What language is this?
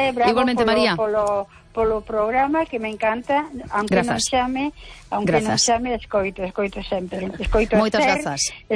Galician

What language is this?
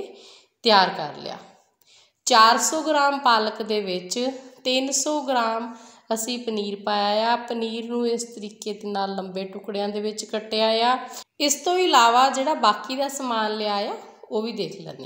Punjabi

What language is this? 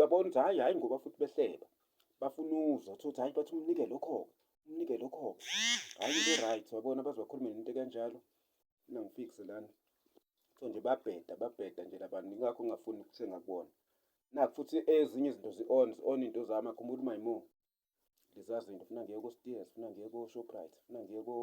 Zulu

